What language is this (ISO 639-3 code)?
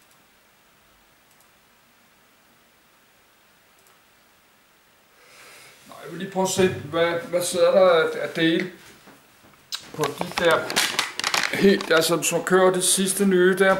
dan